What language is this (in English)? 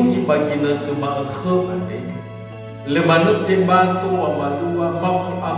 Nias